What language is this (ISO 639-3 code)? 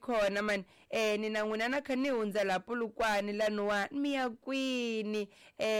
tso